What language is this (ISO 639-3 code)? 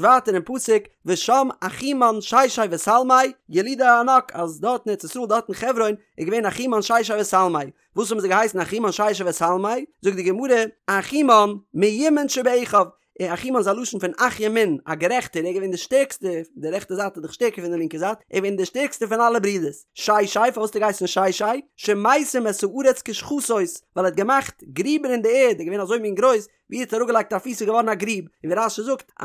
yid